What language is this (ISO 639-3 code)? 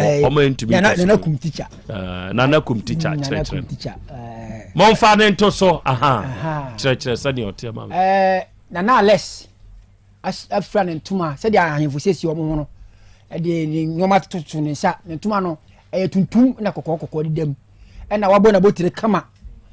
aka